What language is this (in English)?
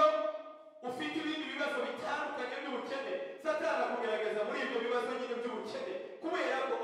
Kinyarwanda